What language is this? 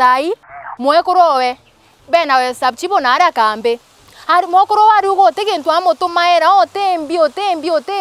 Meru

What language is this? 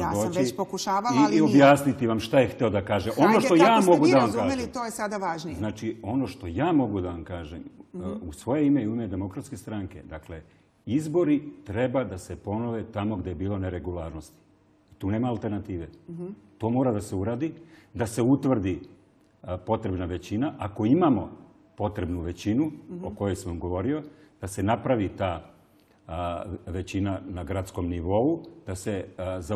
Serbian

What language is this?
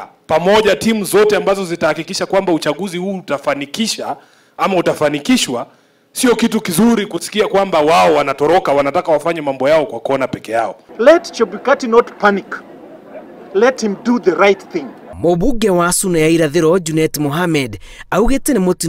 Kikuyu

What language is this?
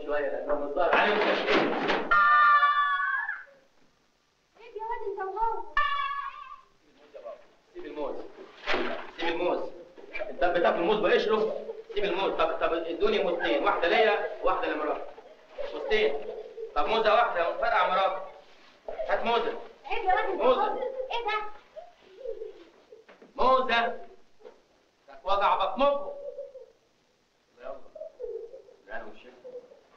Egyptian Arabic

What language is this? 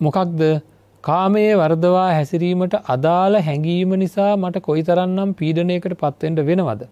Sinhala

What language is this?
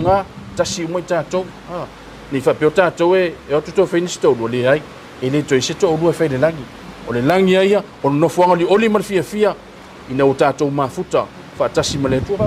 Samoan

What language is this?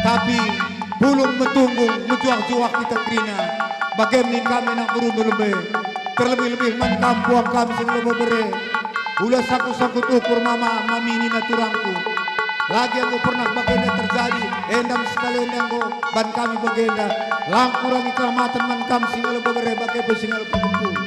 Batak Karo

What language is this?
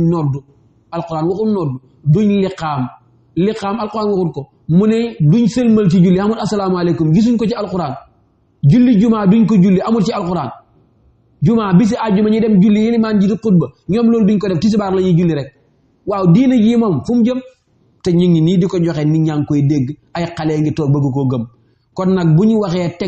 Wolof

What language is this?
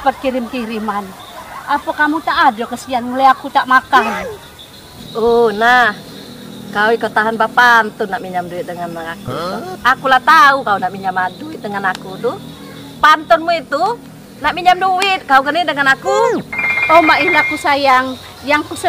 Musi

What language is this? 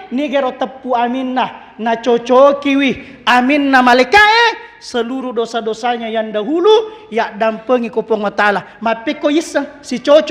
Buginese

